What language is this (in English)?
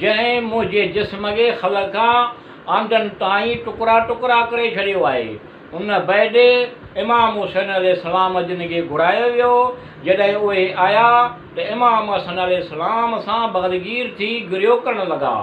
Sindhi